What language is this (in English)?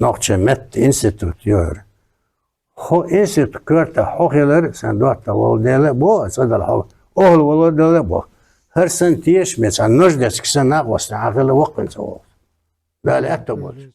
Chechen